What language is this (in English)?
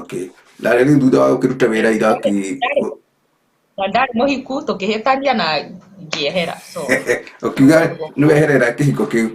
Kikuyu